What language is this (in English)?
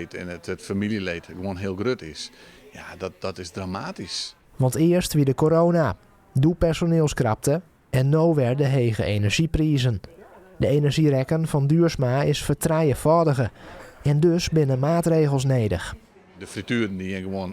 Western Frisian